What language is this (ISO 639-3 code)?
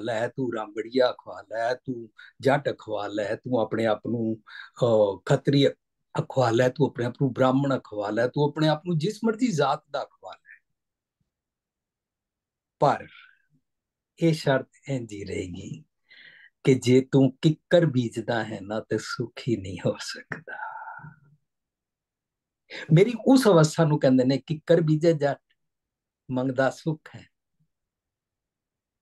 pan